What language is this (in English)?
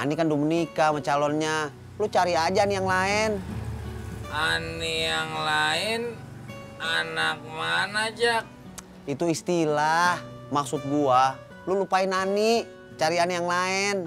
Betawi